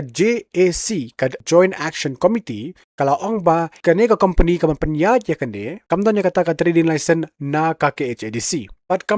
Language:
Khasi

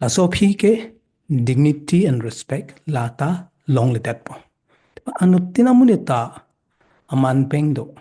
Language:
Karbi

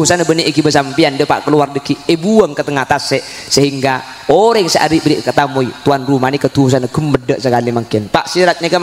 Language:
Madurese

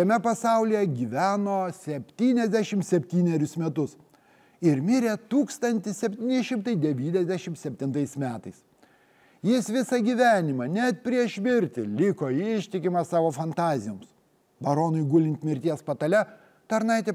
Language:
Lithuanian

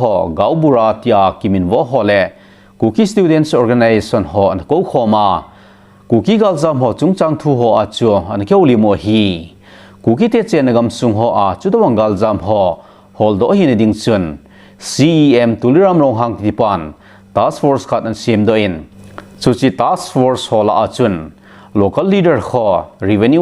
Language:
Thado Chin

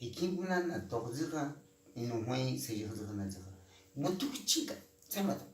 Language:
Cogui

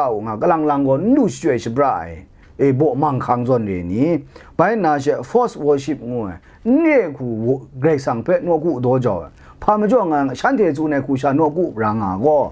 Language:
Kachin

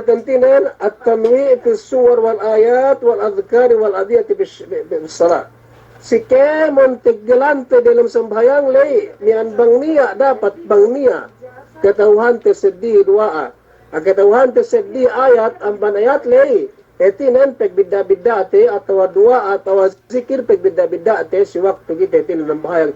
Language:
Yakan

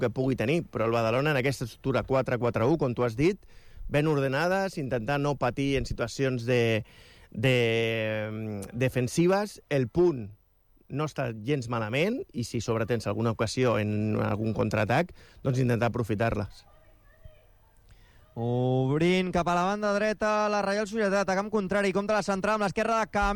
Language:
Catalan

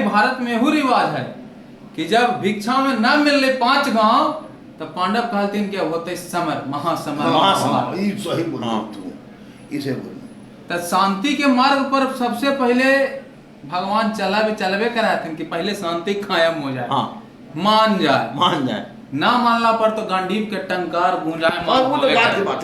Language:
Magahi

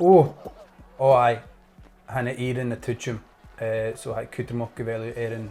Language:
Scottish Gaelic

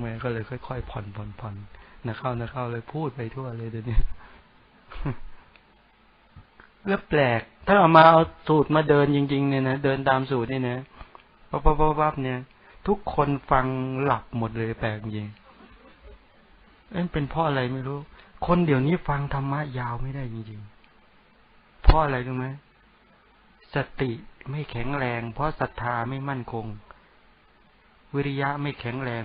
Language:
Thai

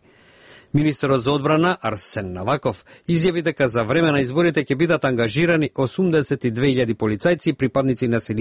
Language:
Macedonian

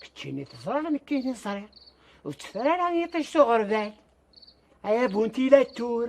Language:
Kabyle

